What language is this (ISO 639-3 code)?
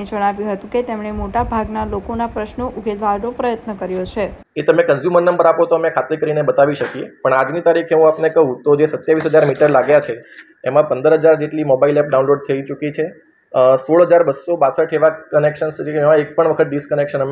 guj